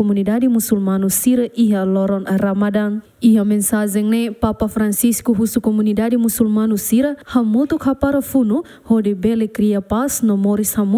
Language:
Tetum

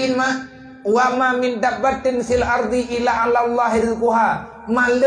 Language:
Achinese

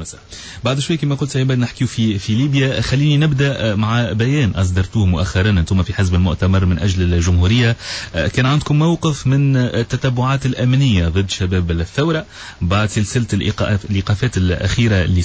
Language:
Tunisian Arabic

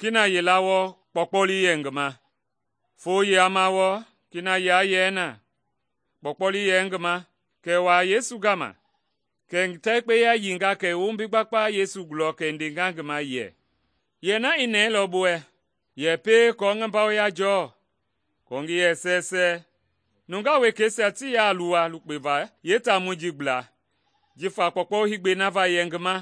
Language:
Mende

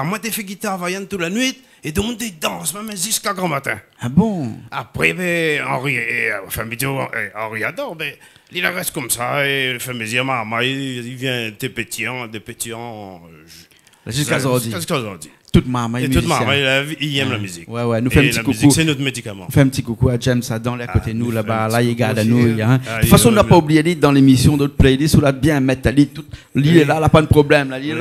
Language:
Réunion Creole French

